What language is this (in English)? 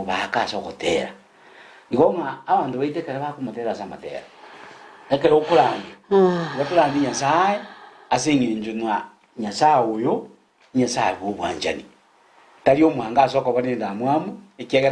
Gusii